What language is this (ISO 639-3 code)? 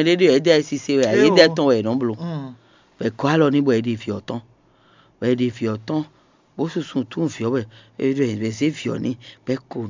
fon